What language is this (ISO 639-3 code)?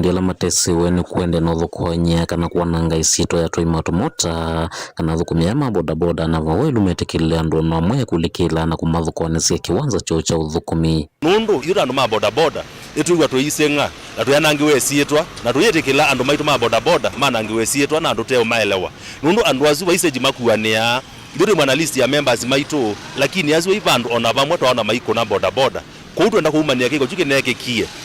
kam